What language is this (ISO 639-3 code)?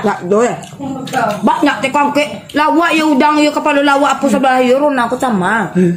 min